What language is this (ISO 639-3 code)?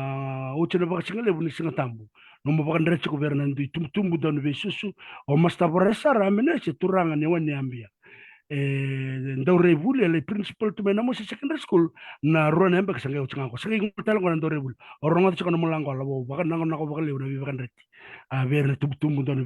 fij